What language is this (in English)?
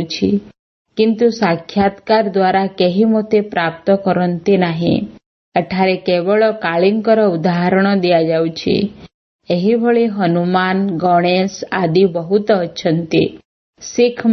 Odia